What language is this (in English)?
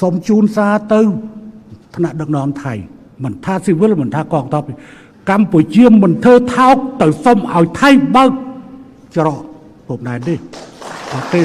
Khmer